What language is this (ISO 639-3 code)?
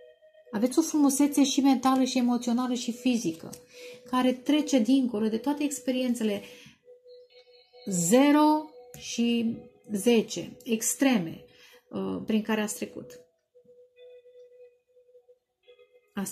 ron